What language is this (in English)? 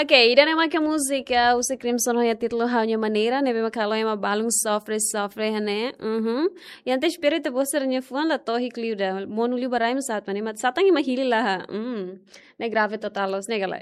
Tetum